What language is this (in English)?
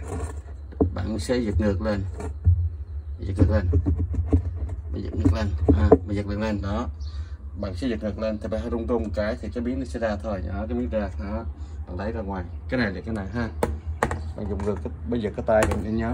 Vietnamese